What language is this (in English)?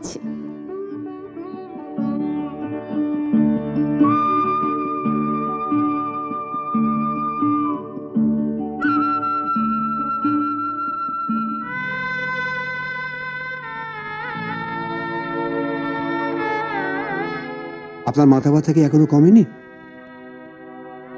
Bangla